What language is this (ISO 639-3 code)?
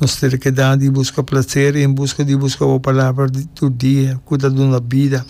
pap